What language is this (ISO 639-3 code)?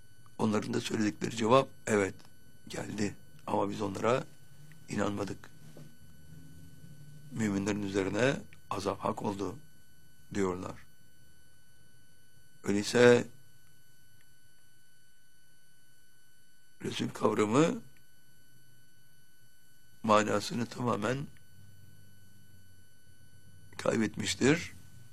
tur